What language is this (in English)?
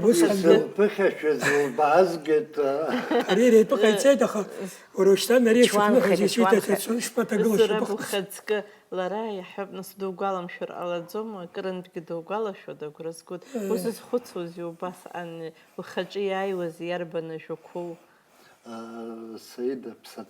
Abkhazian